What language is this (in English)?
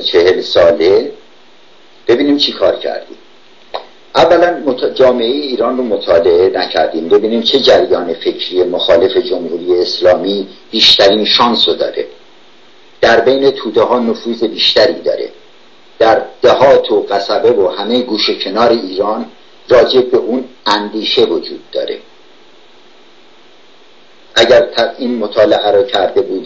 Persian